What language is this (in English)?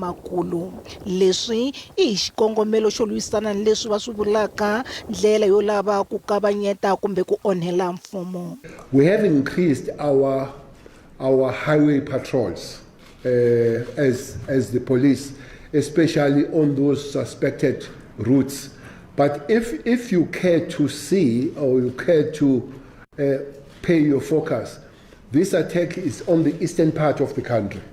Tsonga